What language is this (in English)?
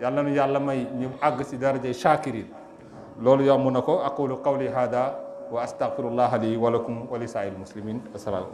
Wolof